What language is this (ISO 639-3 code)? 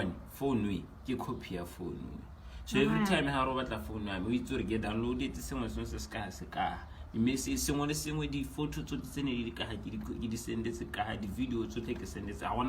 tsn